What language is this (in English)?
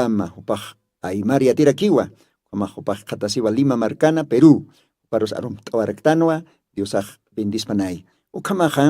Aymara